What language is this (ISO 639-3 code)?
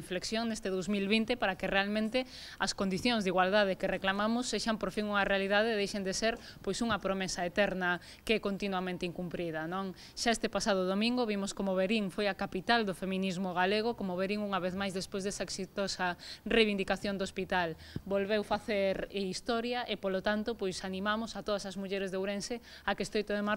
glg